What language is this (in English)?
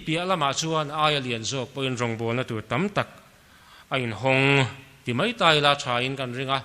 Mizo